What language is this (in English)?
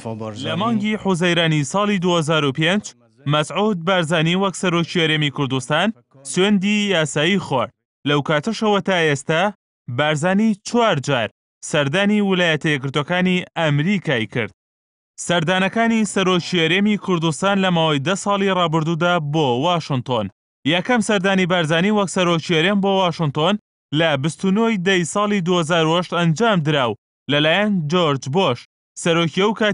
Central Kurdish